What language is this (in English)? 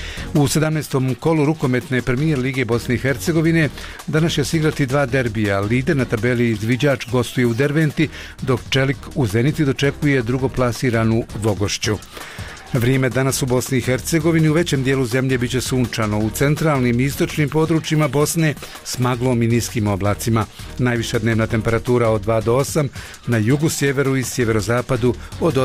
Bosnian